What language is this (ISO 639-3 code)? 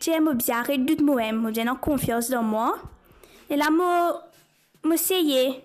mfe